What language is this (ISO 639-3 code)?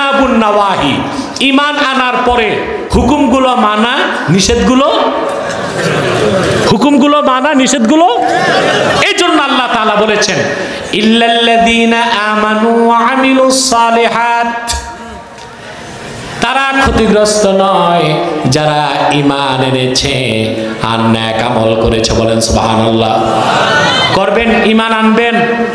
ben